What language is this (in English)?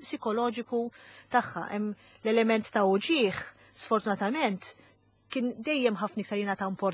Maltese